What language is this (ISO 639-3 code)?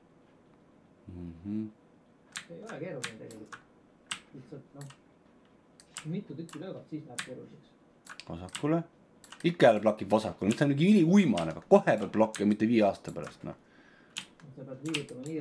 est